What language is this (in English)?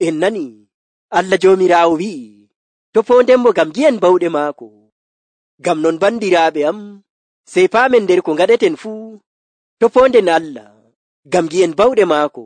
Nigerian Fulfulde